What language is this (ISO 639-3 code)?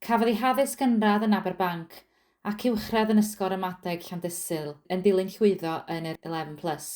cym